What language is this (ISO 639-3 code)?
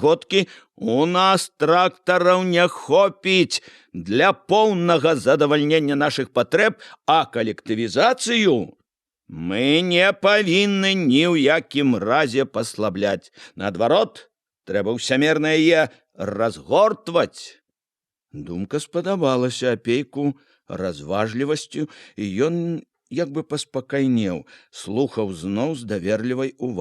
bel